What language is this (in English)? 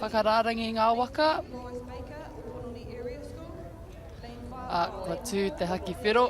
Māori